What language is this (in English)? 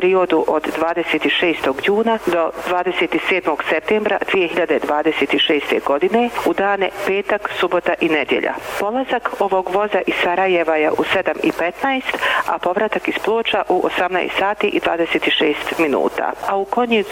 Bosnian